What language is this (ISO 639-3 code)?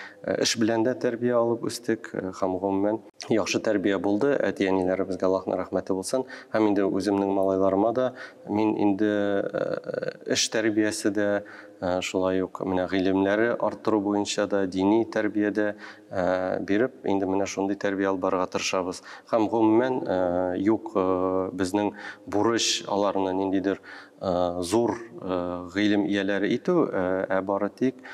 tat